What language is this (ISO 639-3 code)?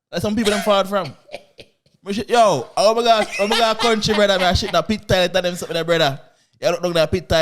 jam